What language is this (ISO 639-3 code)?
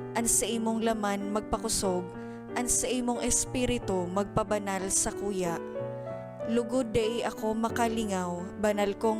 bik